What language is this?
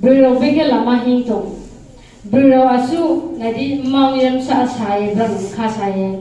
Kok Borok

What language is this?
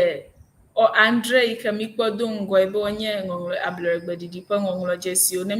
Ewe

